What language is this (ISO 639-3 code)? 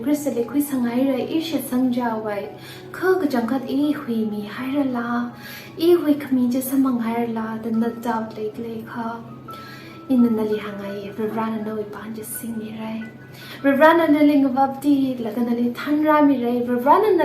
nmf